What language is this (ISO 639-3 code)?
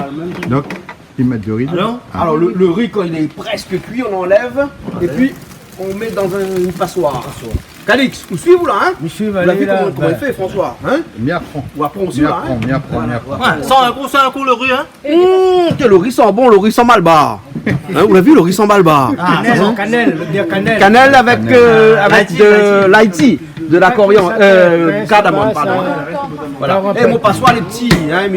rcf